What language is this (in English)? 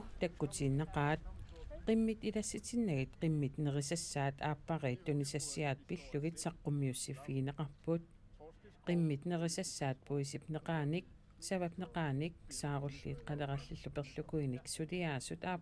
Kalaallisut